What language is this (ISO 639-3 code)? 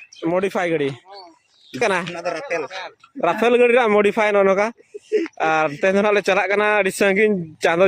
sat